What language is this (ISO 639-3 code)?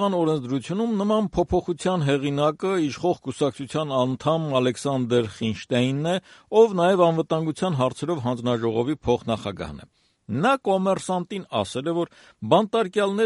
hye